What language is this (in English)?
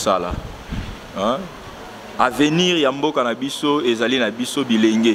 Lingala